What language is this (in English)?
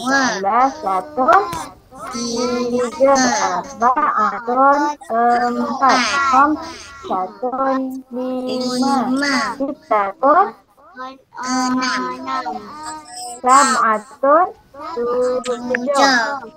Malay